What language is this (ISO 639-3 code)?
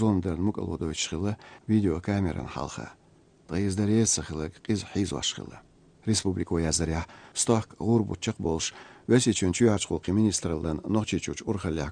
che